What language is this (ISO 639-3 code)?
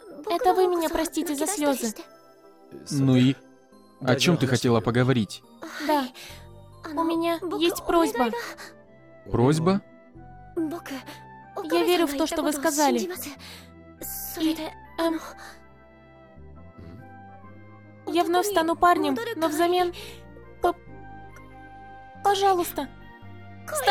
rus